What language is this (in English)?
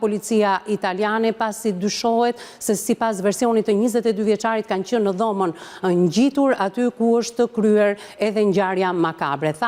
Albanian